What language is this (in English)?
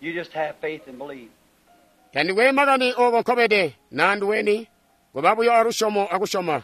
Tonga (Zambia)